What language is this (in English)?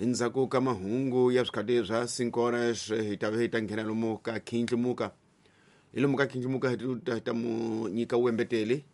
Tsonga